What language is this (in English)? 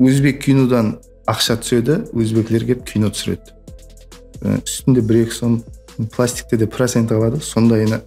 Kara-Kalpak